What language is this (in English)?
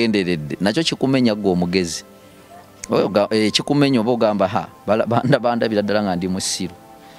Ganda